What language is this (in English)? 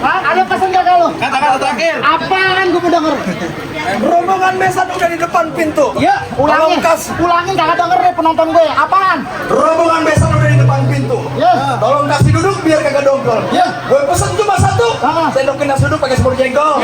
Betawi